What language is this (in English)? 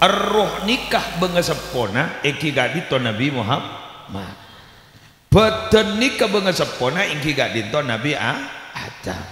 Madurese